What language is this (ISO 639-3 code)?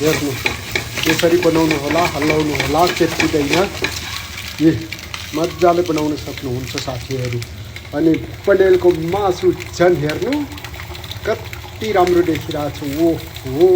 nep